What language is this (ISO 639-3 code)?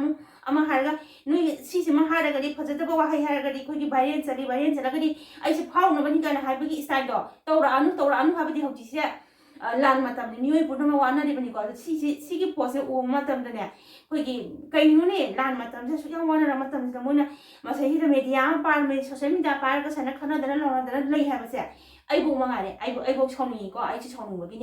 mni